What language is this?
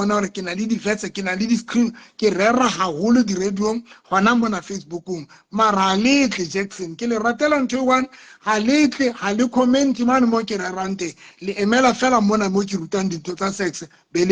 Southern Sotho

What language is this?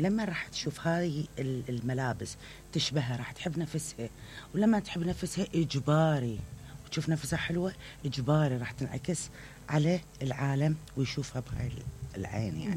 Mesopotamian Arabic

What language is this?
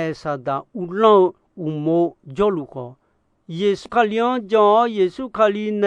Akha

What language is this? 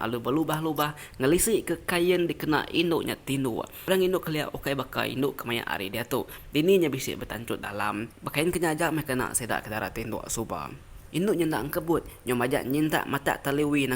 Iban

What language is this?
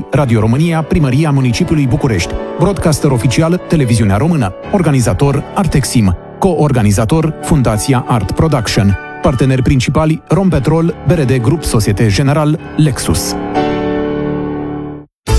Romanian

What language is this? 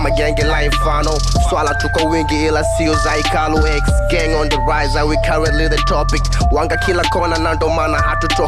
Swahili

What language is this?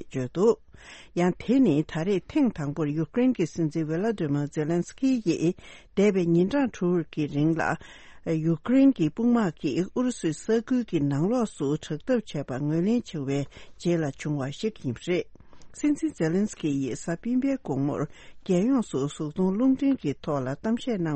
Tibetan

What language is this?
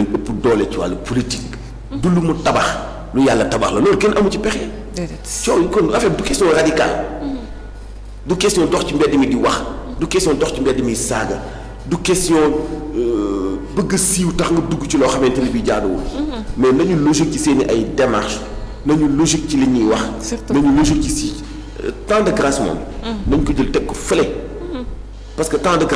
Wolof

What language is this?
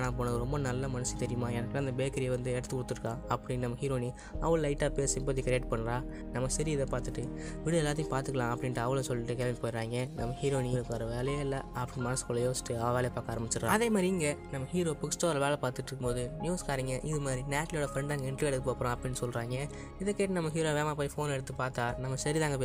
Tamil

